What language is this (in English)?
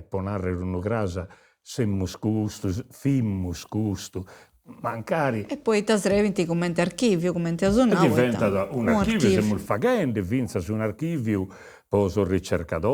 Sardinian